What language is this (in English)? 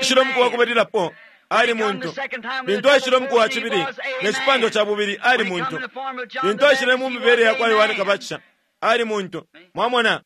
Bemba